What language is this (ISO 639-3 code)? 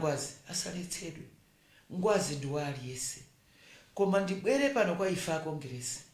nya